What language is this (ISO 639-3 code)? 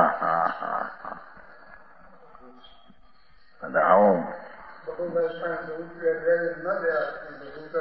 guj